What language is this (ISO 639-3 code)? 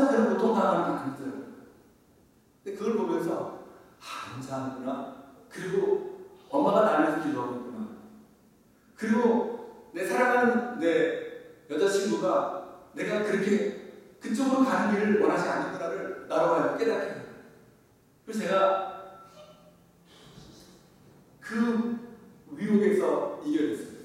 kor